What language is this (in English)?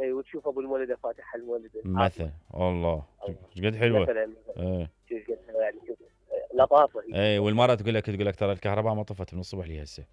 Mesopotamian Arabic